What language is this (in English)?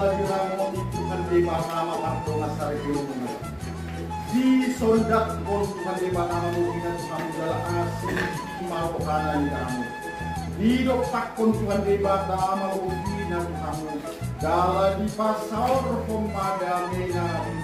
Batak Toba